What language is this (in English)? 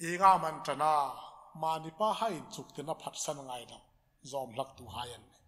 Hmar